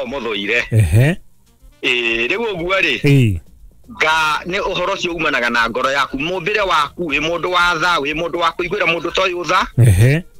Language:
Kikuyu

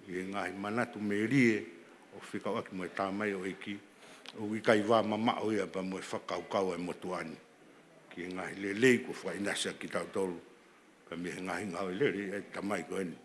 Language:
Tongan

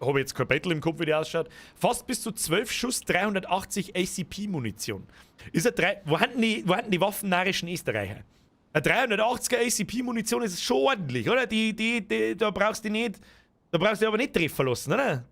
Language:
Bavarian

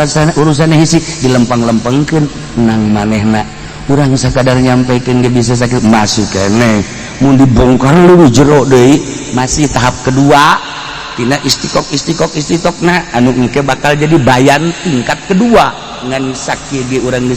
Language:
Sundanese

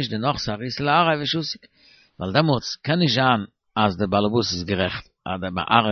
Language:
Yiddish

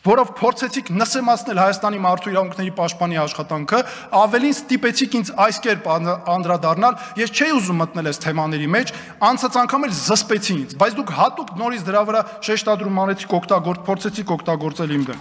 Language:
Armenian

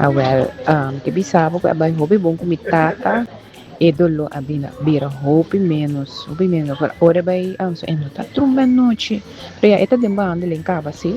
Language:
Papiamento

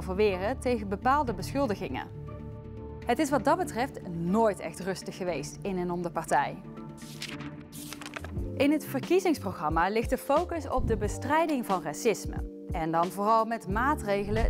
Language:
Dutch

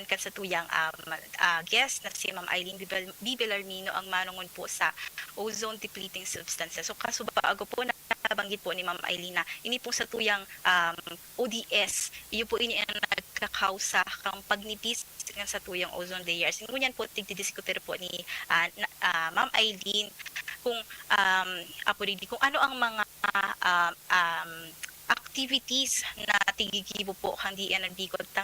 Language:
Bikol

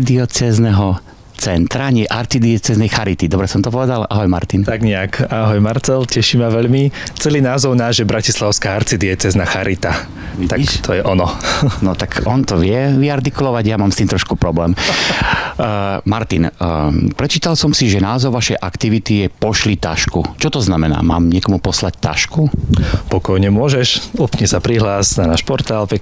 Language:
Slovak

